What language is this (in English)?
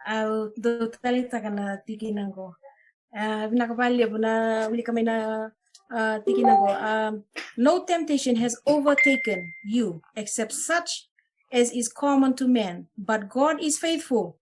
Fijian